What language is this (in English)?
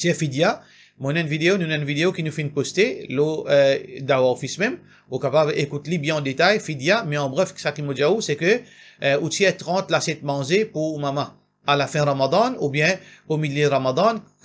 Morisyen